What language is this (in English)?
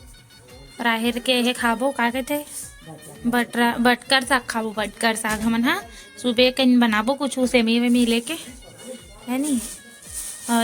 Chhattisgarhi